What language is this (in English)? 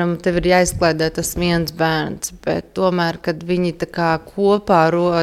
Latvian